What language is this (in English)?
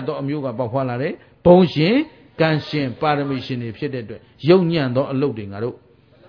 Burmese